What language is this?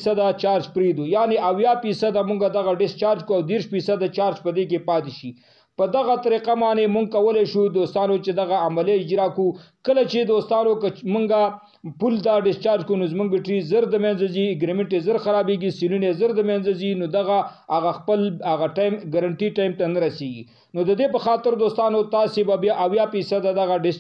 Pashto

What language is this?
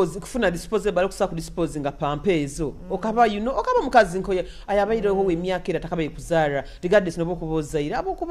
Nyoro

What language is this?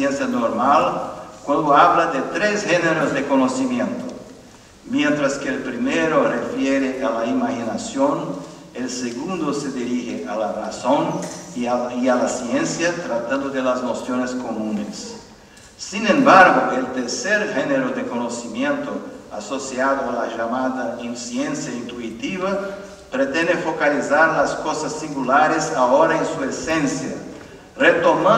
Spanish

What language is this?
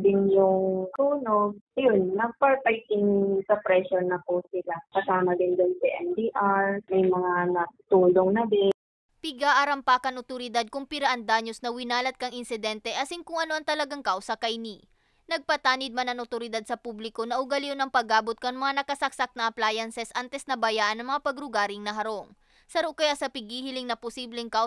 Bikol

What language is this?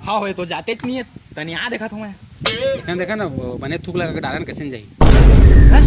Chhattisgarhi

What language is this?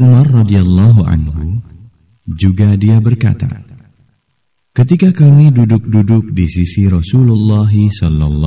Indonesian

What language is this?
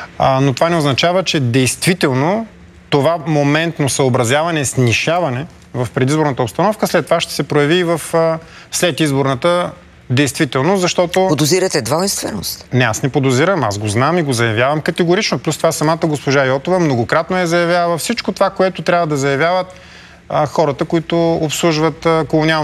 Bulgarian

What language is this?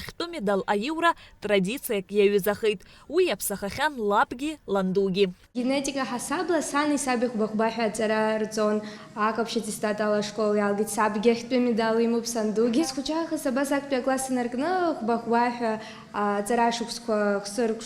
Abkhazian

